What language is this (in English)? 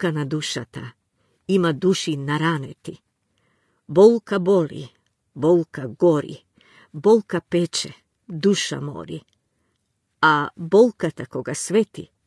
Macedonian